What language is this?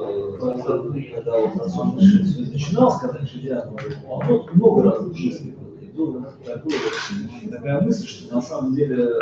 Russian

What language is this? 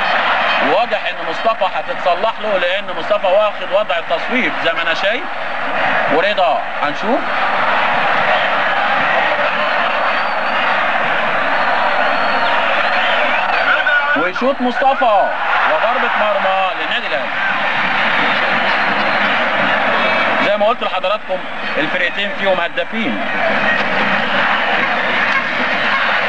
Egyptian Arabic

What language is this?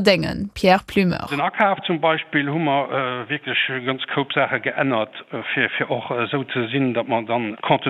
Luxembourgish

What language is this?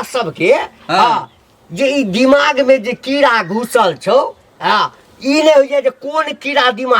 Maithili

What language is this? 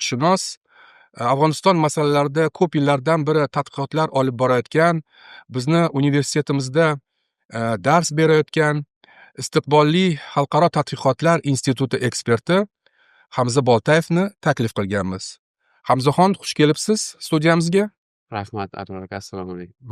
Uzbek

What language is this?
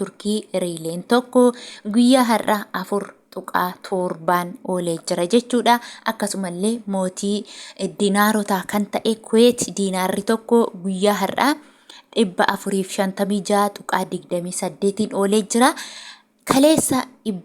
Oromo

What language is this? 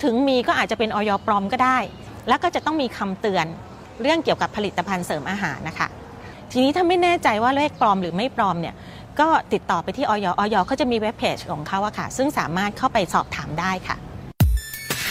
Thai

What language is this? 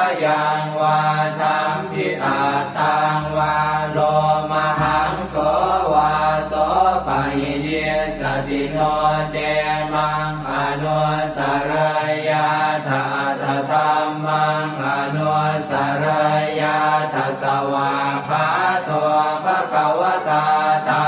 Pali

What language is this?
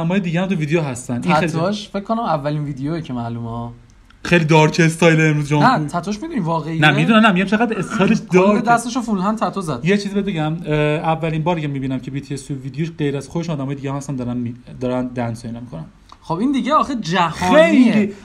Persian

